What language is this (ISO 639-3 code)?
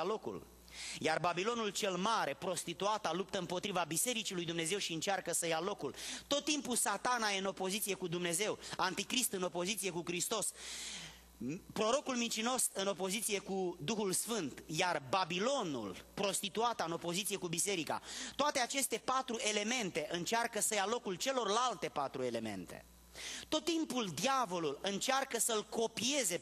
ron